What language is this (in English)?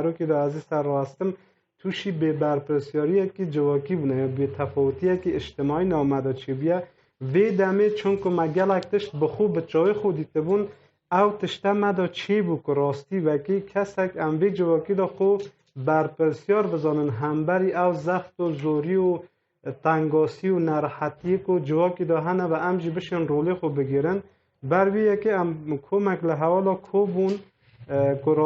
Kurdish